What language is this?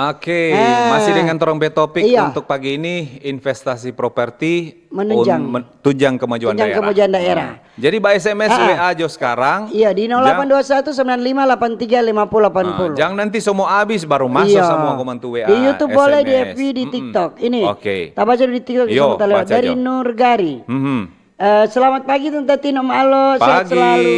Manado Malay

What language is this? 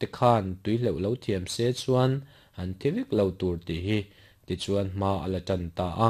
Mizo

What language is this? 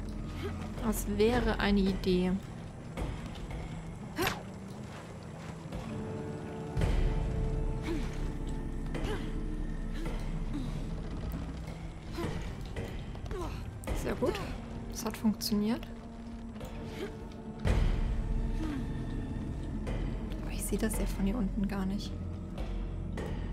German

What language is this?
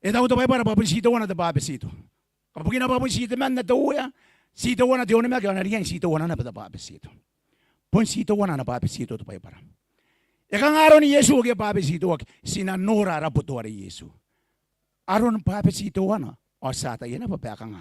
Gilbertese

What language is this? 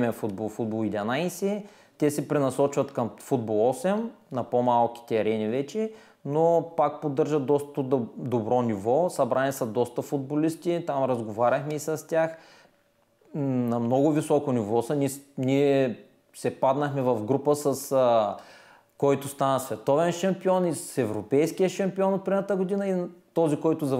Bulgarian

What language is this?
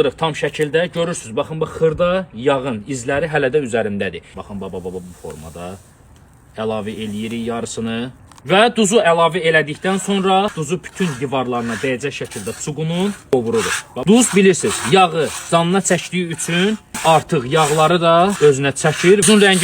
Azerbaijani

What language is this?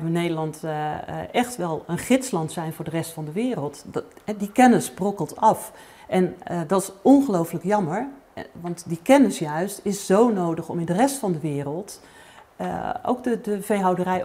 Dutch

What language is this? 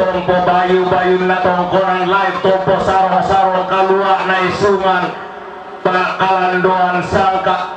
Toraja-Sa'dan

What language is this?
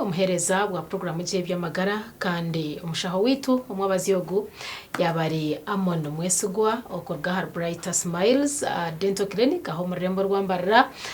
Nyankole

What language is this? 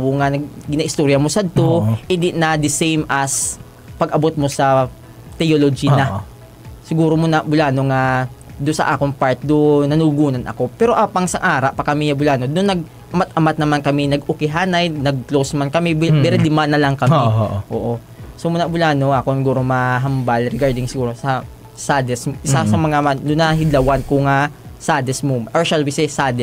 Hiligaynon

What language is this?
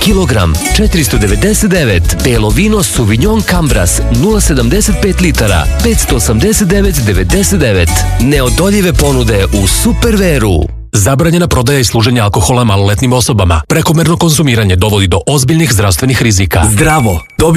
Serbian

